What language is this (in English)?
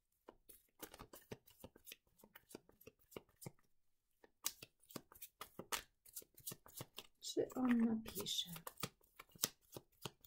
Polish